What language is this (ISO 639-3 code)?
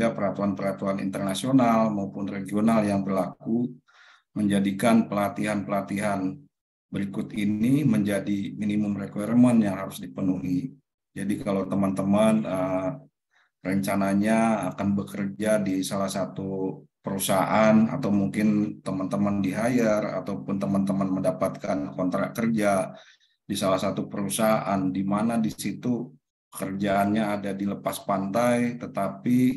ind